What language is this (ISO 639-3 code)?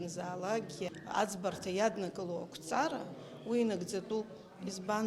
abk